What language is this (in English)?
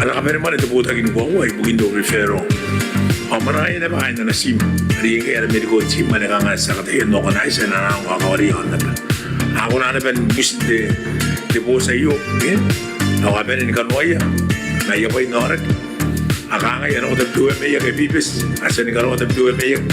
Gilbertese